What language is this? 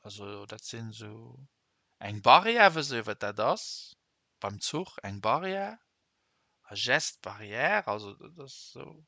Luxembourgish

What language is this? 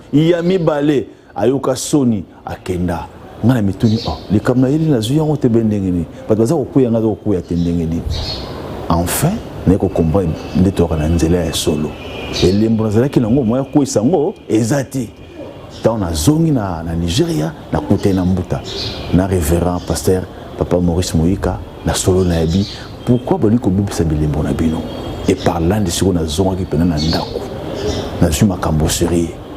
Lingala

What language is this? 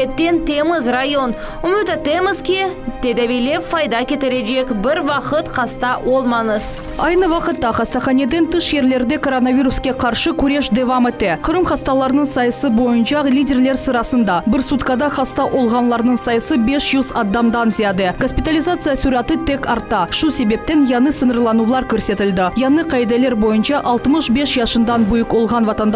Crimean Tatar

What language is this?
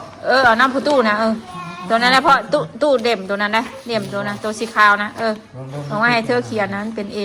Northeastern Thai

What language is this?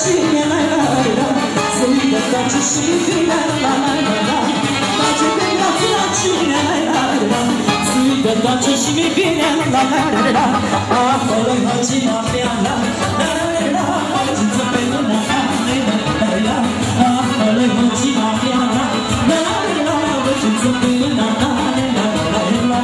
Romanian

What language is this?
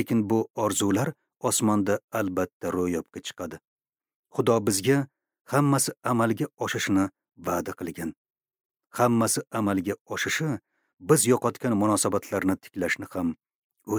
Uzbek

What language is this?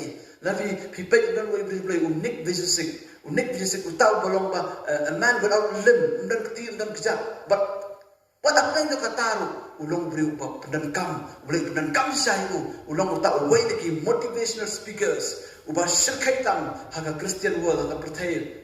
Khasi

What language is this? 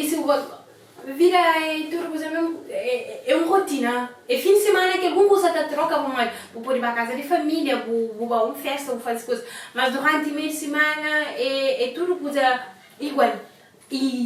Kabuverdianu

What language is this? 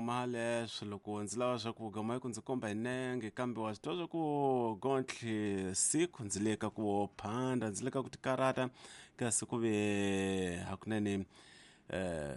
Tsonga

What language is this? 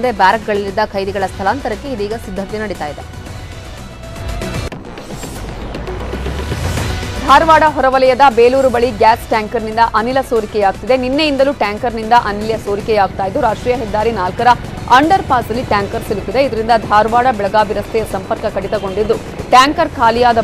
Kannada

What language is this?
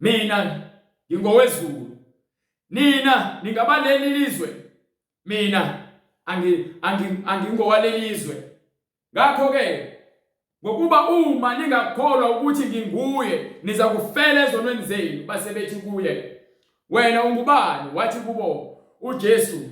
Zulu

